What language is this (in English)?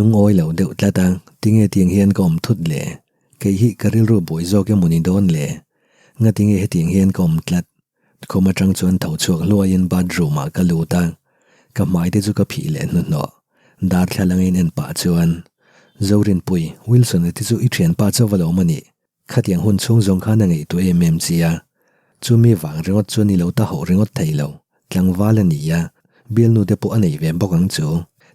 Mizo